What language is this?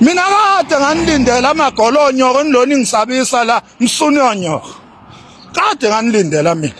Zulu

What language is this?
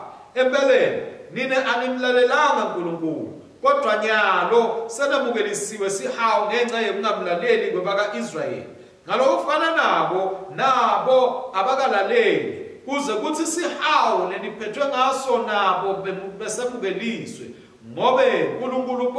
Swati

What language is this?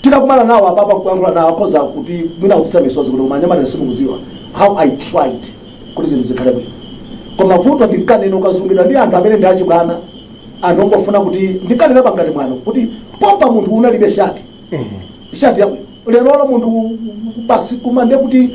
Nyanja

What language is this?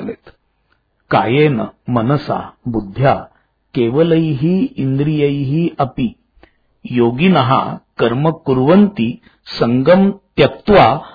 Marathi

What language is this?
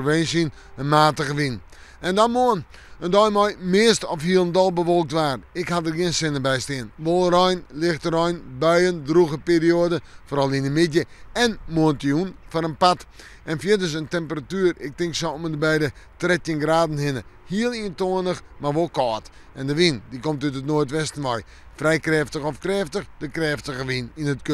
Western Frisian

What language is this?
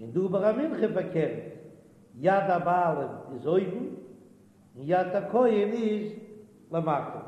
Yiddish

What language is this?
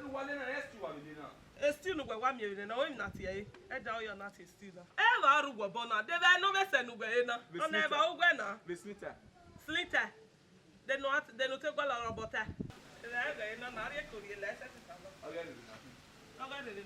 Bini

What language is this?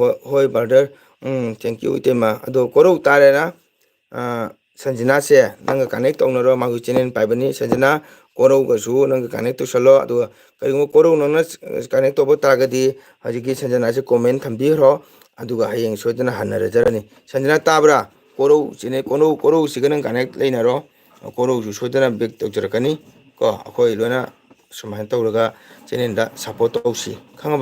Manipuri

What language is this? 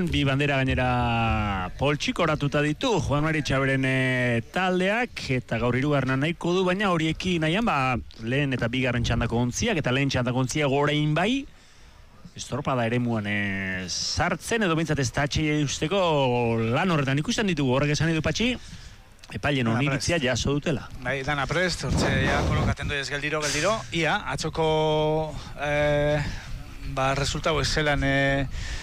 Basque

